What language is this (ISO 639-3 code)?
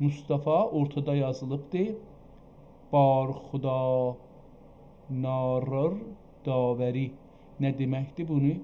azb